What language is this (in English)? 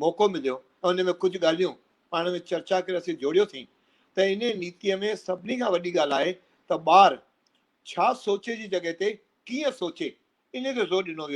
Sindhi